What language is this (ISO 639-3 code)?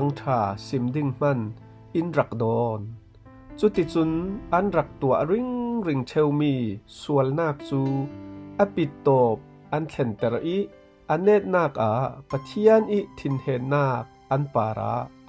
cfm